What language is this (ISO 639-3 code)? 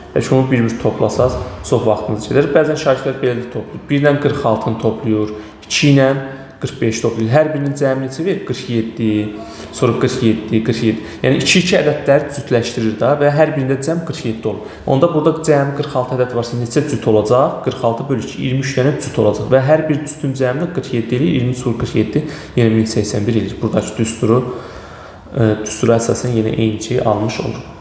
aze